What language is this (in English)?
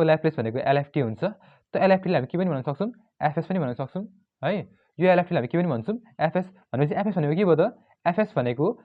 Nepali